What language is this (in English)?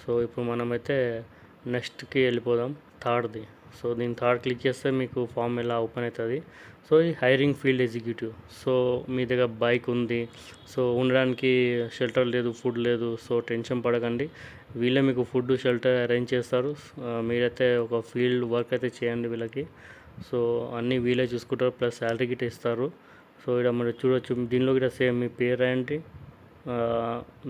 Telugu